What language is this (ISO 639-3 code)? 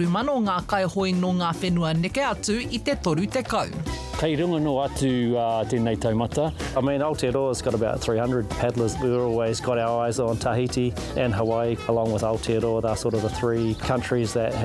mri